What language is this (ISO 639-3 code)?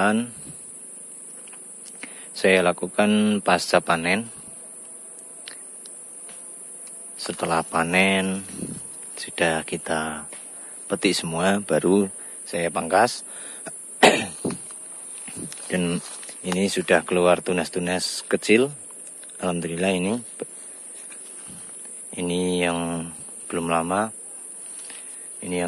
ind